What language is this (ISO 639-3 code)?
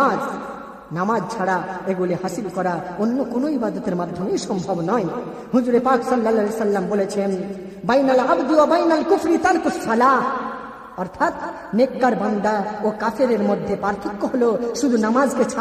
ben